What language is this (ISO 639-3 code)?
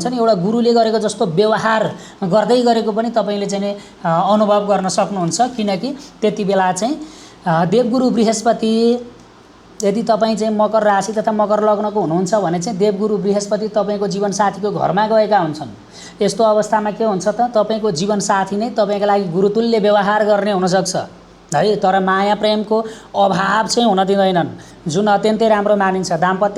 nep